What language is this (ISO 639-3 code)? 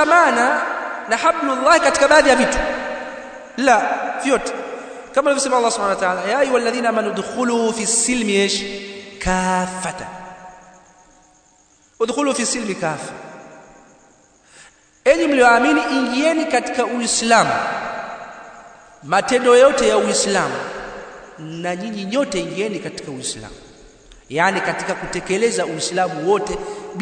swa